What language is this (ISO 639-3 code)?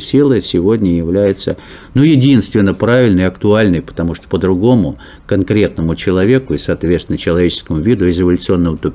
rus